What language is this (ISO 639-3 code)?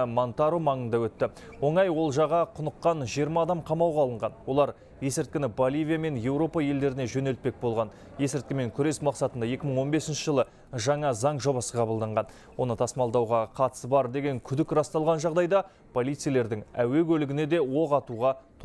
kaz